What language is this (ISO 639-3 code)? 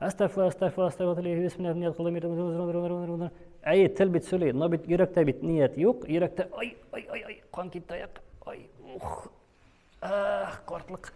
tat